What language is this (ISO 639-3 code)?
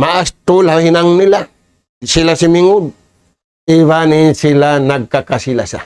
tsg